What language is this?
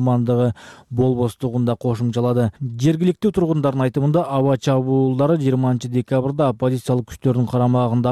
Kyrgyz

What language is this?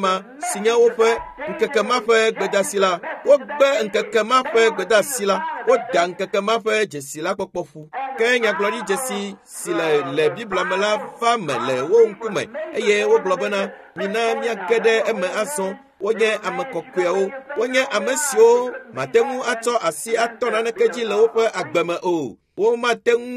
Ewe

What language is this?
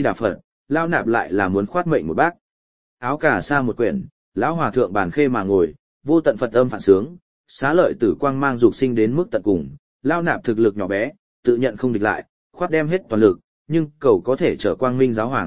Vietnamese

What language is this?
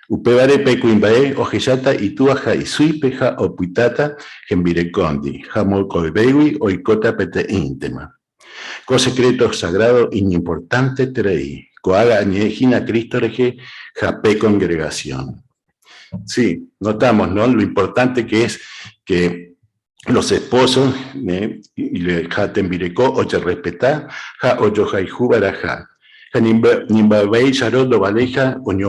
Guarani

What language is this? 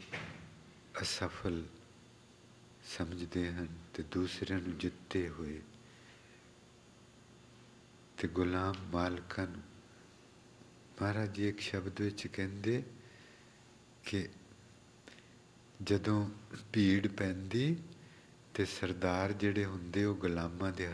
Punjabi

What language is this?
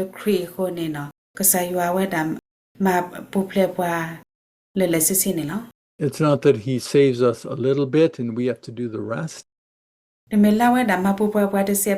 S'gaw Karen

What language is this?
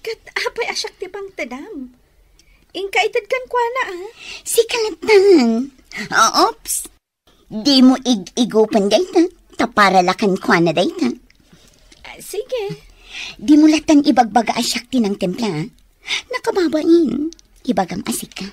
Iloko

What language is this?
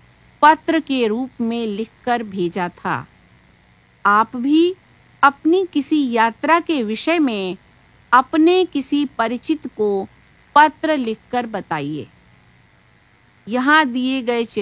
Hindi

